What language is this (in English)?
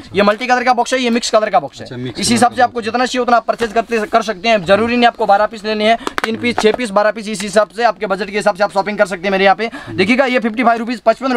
Hindi